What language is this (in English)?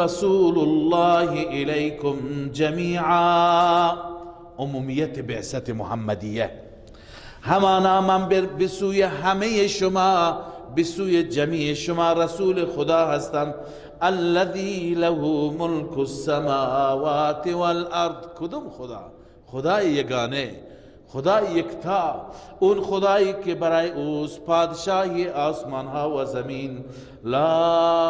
Persian